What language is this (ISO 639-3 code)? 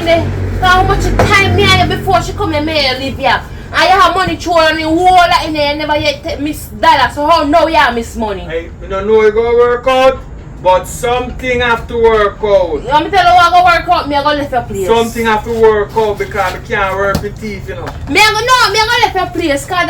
jam